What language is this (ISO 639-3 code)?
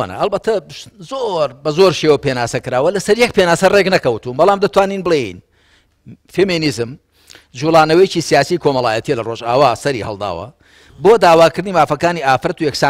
ckb